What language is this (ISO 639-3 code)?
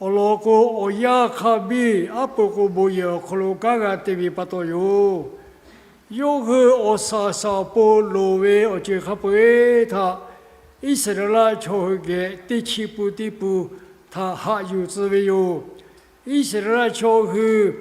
lhu